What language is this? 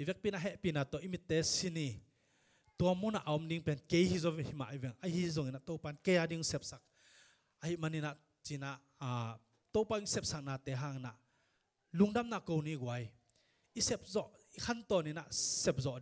Tedim Chin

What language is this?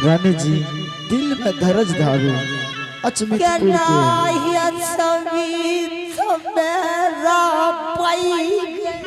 Angika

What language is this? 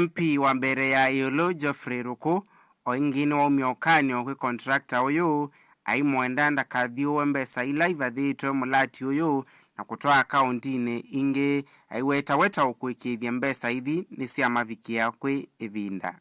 Kamba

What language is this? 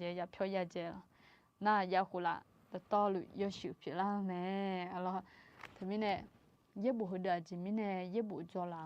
Akha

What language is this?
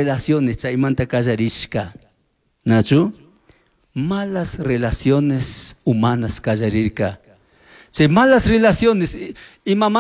Chimborazo Highland Quichua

